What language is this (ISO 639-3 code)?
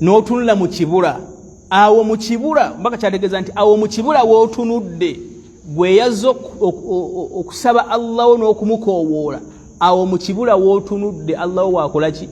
lug